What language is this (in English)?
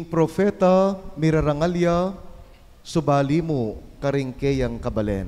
Pampanga